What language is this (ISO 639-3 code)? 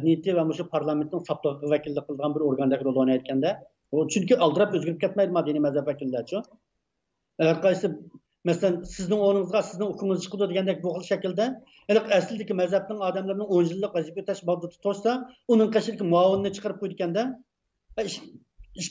uig